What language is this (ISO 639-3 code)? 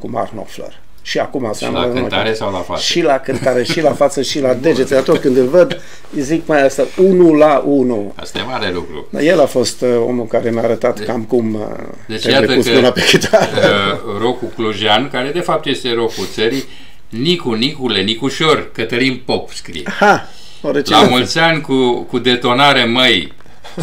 ron